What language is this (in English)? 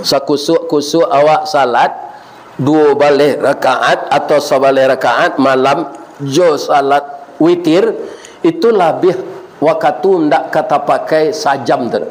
Minangkabau